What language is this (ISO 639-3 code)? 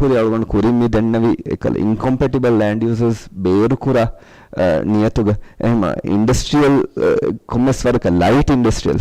div